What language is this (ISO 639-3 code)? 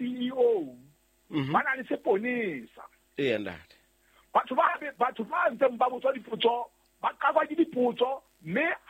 sot